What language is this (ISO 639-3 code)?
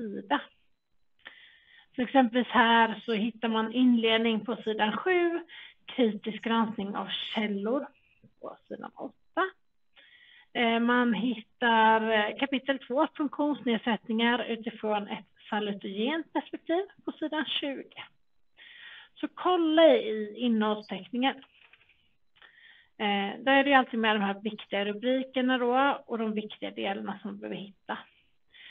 swe